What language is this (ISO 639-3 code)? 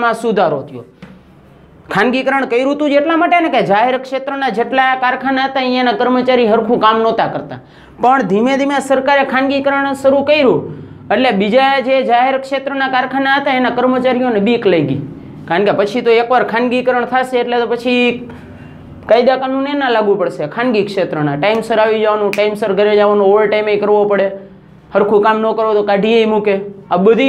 guj